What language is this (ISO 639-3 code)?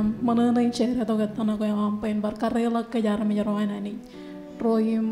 mah